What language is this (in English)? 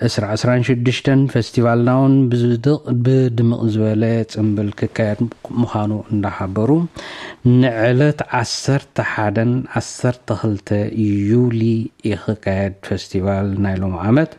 Tigrinya